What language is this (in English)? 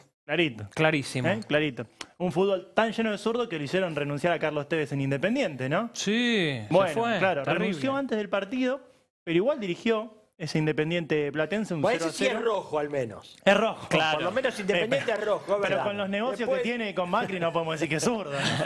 Spanish